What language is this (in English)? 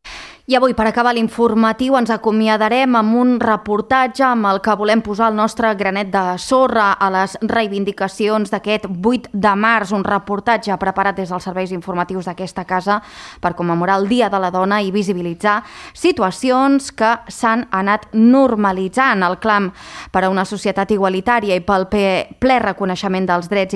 Catalan